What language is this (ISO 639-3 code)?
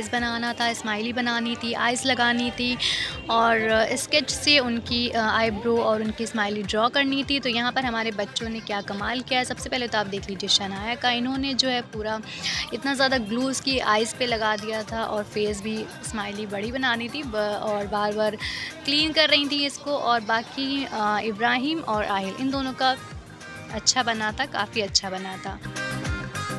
hin